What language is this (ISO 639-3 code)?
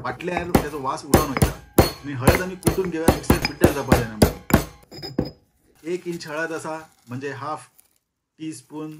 kok